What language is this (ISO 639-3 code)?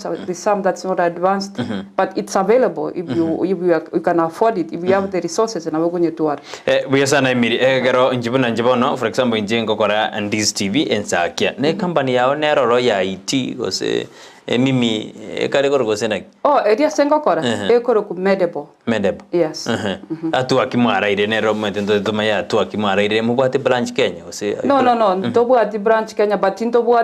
guz